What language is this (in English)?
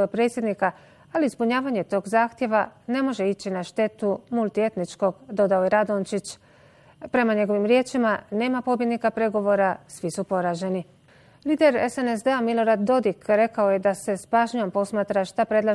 Bosnian